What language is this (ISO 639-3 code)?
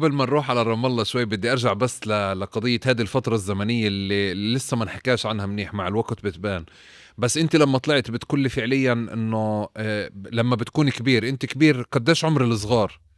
apc